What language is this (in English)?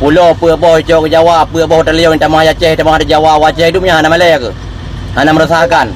Achinese